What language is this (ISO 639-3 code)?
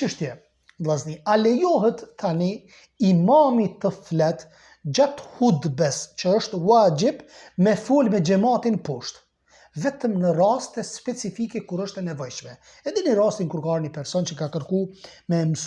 sqi